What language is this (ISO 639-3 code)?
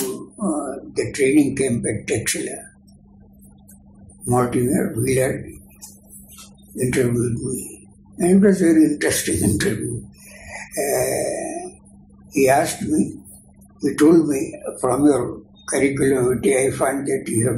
eng